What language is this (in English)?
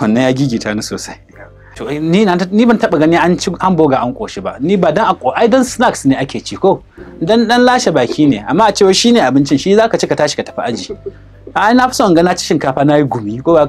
Hausa